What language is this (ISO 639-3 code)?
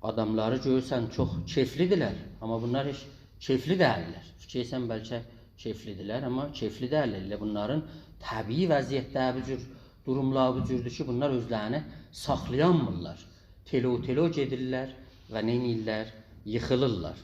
azb